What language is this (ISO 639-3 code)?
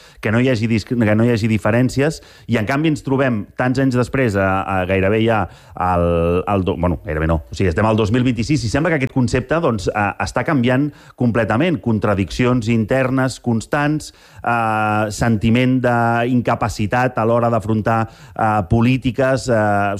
cat